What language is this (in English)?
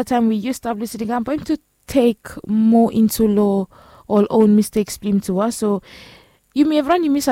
Bislama